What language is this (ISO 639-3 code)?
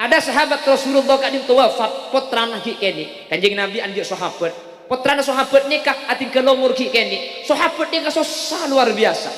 mad